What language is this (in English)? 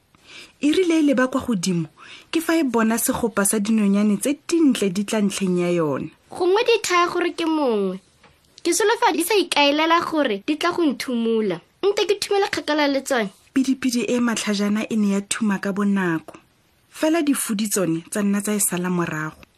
Tswana